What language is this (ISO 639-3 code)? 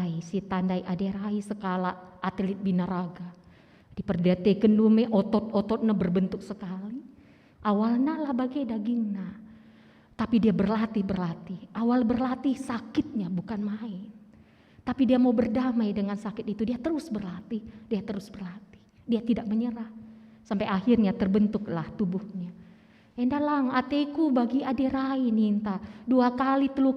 btx